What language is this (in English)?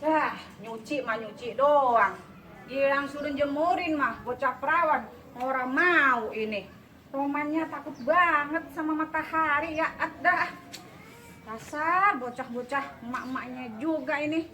Betawi